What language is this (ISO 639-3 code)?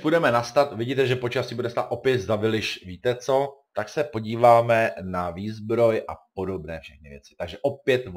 ces